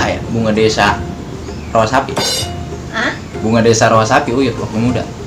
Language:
Betawi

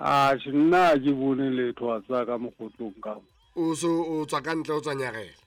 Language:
Southern Sotho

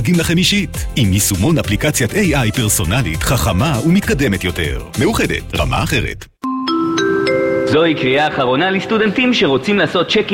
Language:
Hebrew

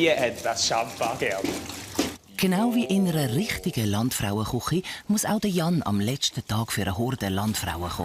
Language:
Swiss German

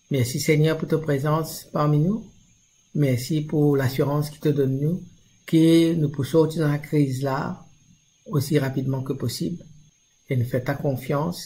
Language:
Morisyen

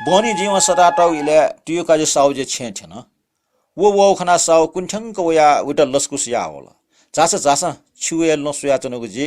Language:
Newari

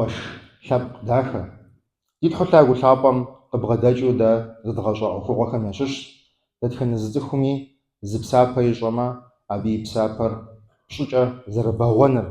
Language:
Kabardian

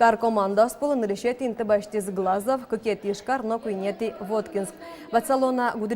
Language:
Udmurt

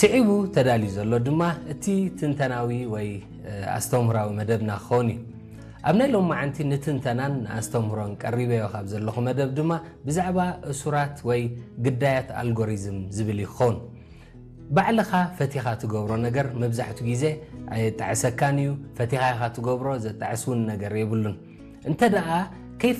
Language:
Tigrinya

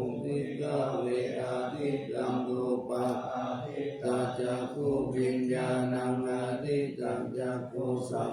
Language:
Pali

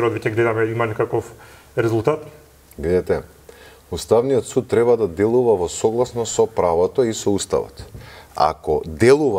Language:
Macedonian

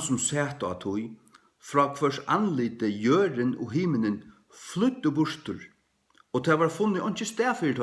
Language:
Faroese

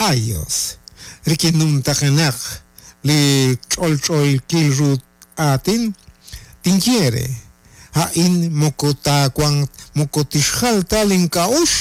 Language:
Kekchí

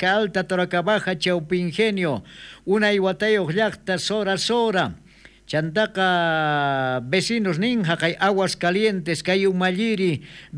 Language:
South Bolivian Quechua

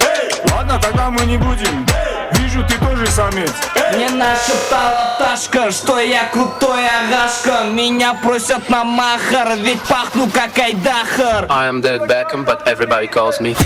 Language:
Kara-Kalpak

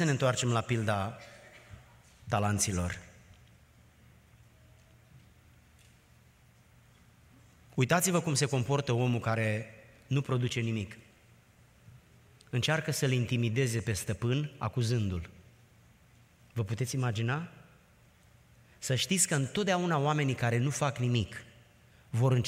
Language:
Romanian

